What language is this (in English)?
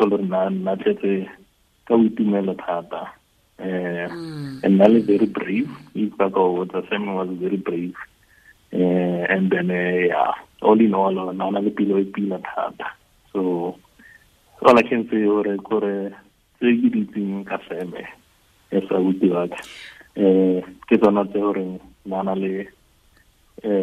Tswana